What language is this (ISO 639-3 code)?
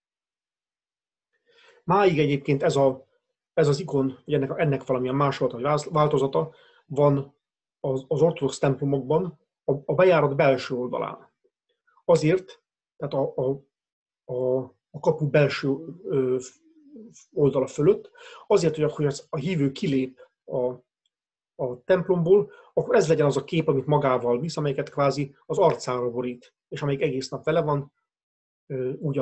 hun